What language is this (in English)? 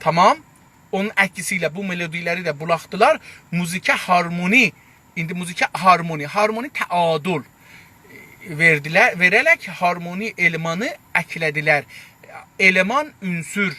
South Azerbaijani